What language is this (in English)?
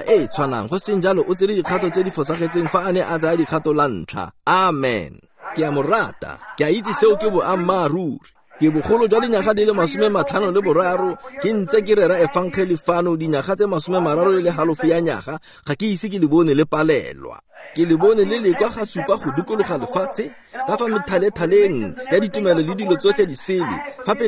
Tswana